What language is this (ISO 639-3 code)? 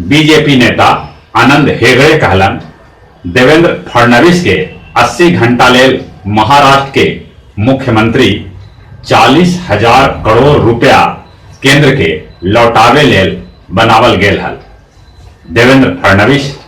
mag